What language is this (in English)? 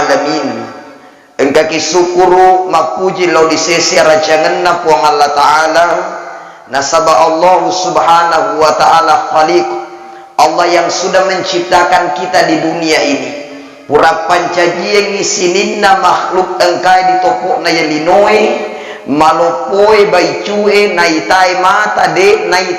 Buginese